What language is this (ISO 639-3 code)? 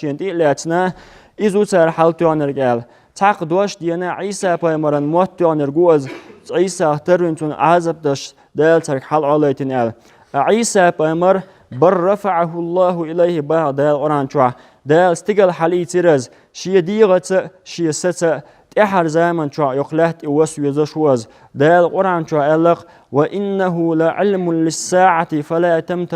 che